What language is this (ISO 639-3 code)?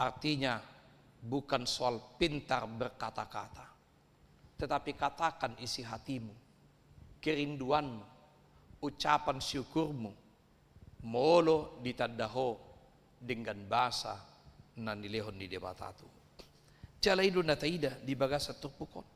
bbc